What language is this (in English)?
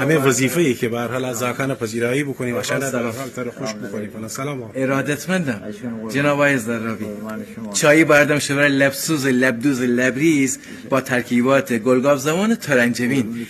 Gilaki